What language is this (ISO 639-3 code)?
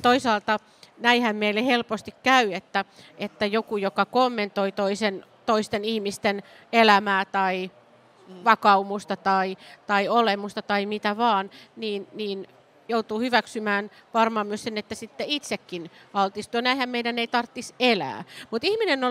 fin